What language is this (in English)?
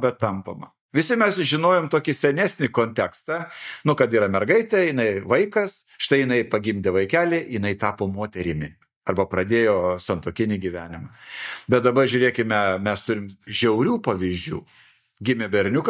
Lithuanian